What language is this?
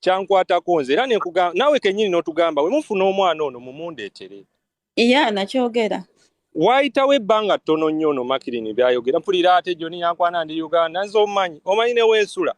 Ganda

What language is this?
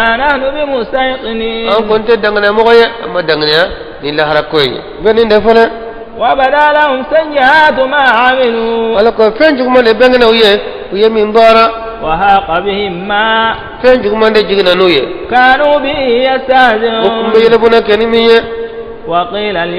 Bambara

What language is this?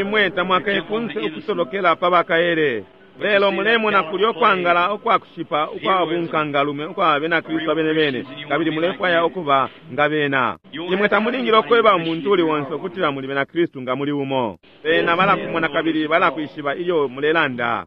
Bemba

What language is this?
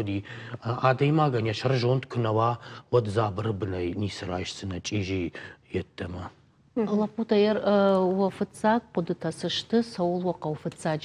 Ossetic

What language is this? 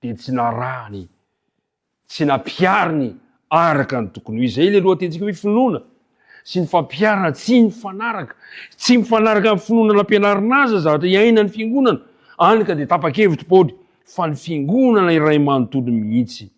Malagasy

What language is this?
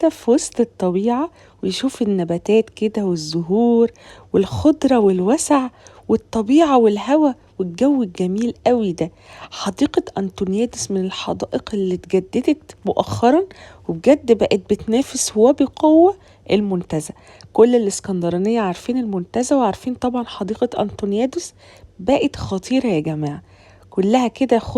Egyptian Arabic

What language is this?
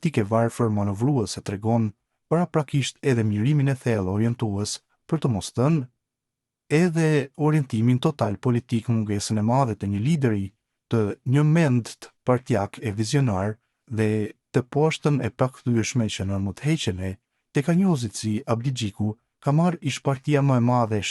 Albanian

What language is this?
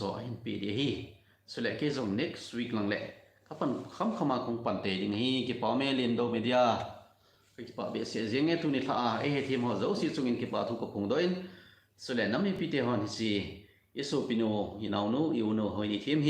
Thado Chin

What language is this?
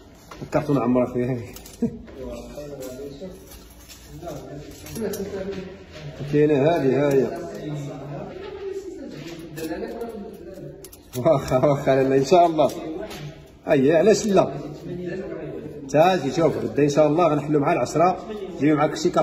Moroccan Arabic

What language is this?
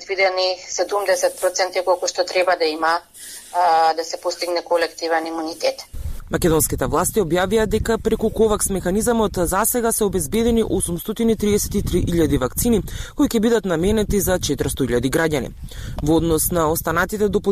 Macedonian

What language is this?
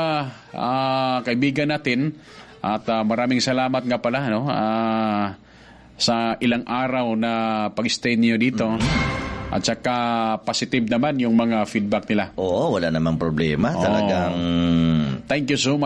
Filipino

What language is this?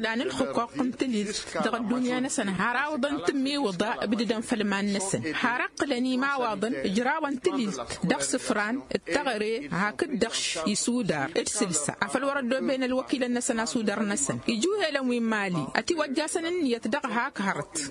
Tamasheq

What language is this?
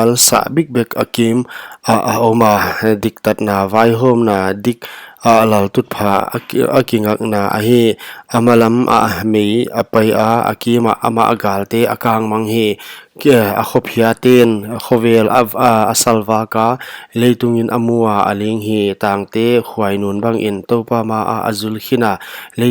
Paite Chin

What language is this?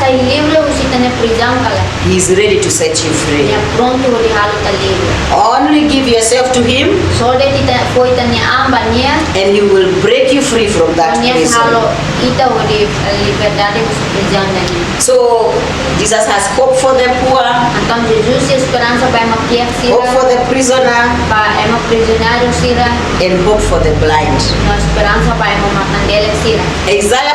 Tetum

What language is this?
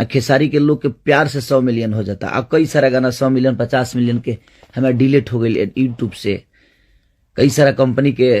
Bhojpuri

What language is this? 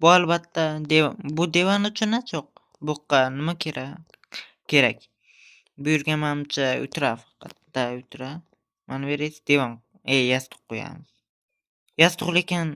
Uzbek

